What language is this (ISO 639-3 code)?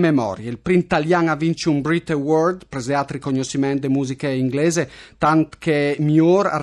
fur